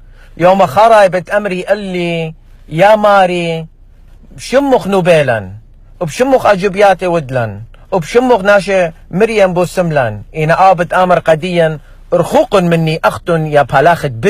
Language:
Assyrian Neo-Aramaic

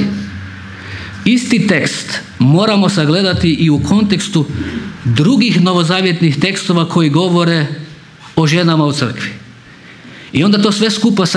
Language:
Croatian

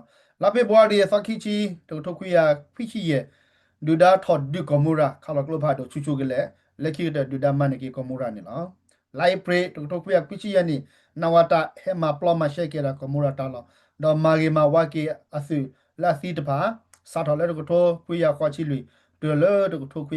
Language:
S'gaw Karen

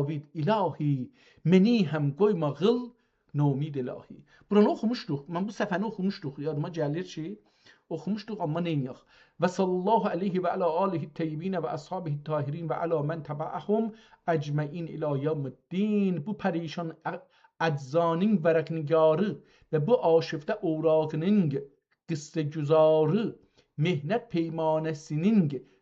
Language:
South Azerbaijani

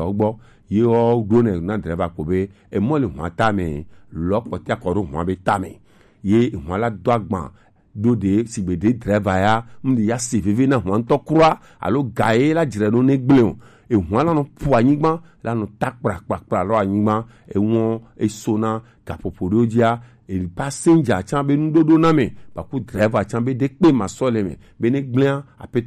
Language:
Gen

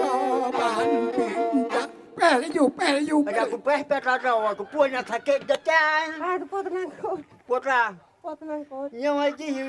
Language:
Achinese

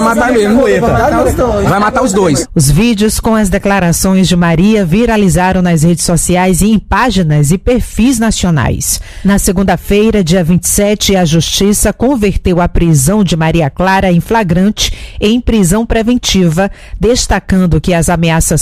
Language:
Portuguese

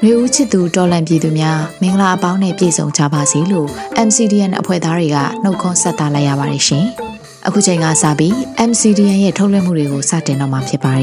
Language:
Burmese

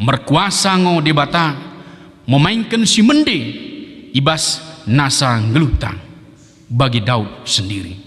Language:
Batak Dairi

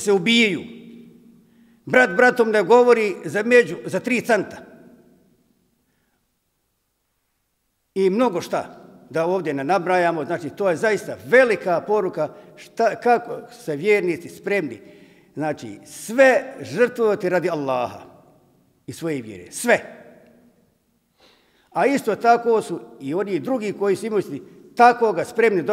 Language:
Bosnian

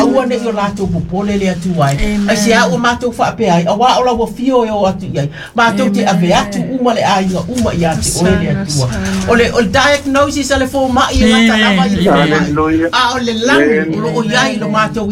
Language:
Samoan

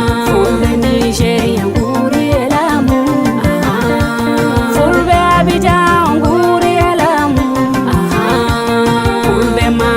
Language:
Nigerian Fulfulde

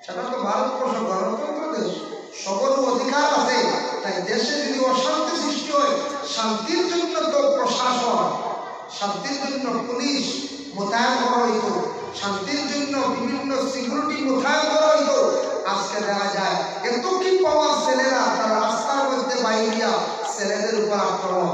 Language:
Sylheti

